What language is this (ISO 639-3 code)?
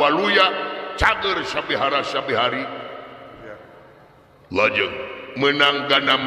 sun